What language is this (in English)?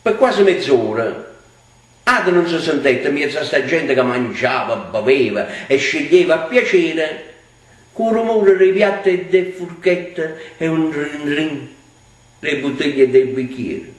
Neapolitan